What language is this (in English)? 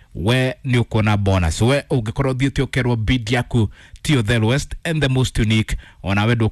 Kikuyu